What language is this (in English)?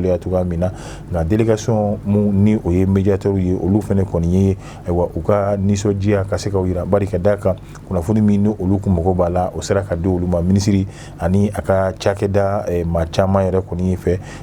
Bambara